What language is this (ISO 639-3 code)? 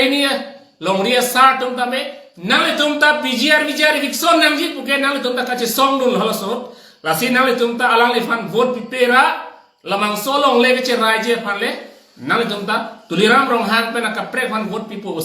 mjw